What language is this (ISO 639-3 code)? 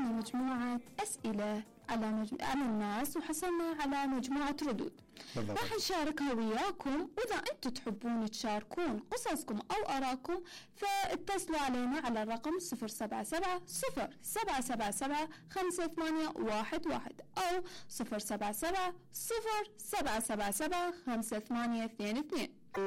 acm